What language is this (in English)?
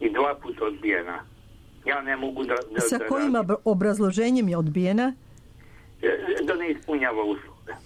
Serbian